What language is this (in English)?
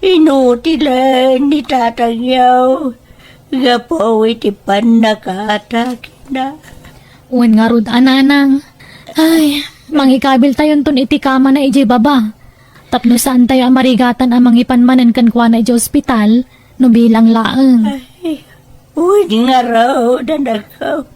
Iloko